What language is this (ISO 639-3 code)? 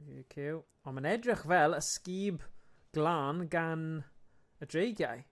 cym